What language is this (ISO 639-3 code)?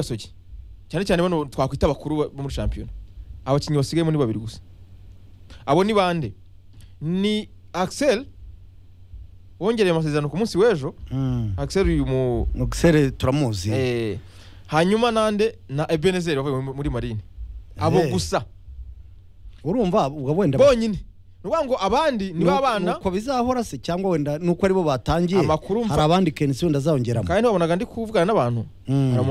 kin